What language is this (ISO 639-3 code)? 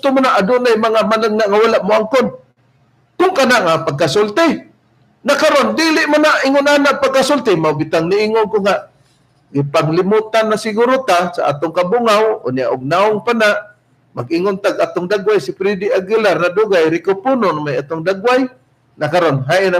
ceb